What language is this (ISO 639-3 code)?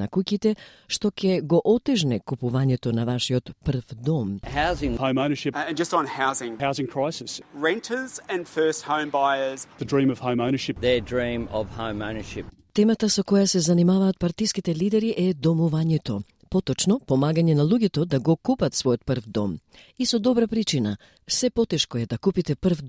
mkd